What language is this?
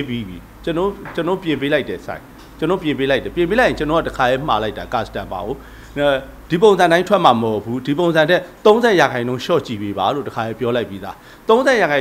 Burmese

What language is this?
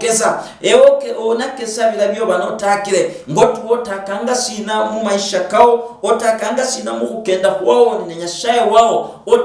Luyia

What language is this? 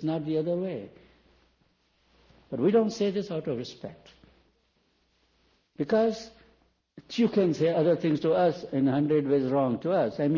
English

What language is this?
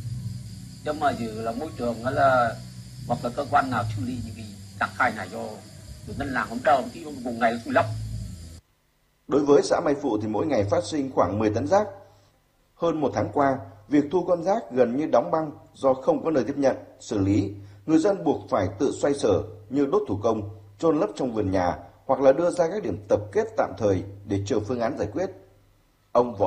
Vietnamese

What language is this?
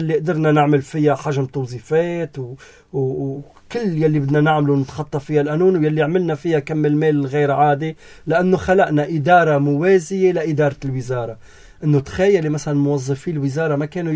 North Levantine Arabic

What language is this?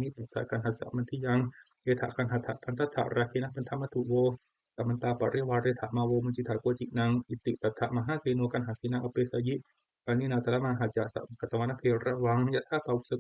Pali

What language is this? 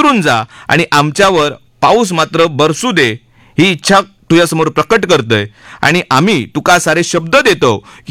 Marathi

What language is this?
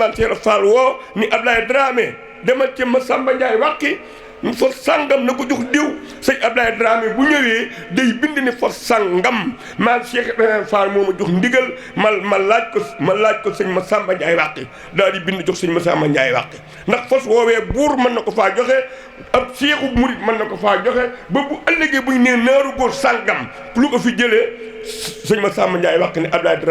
Wolof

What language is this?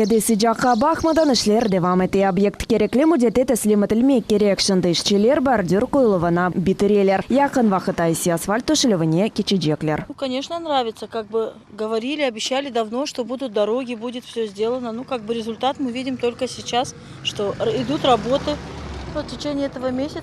Crimean Tatar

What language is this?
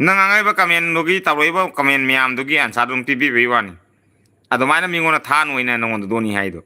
Manipuri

